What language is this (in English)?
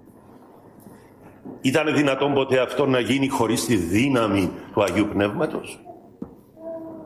Greek